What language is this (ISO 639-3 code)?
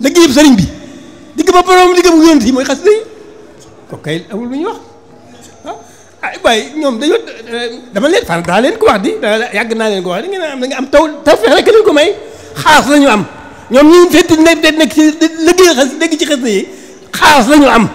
wol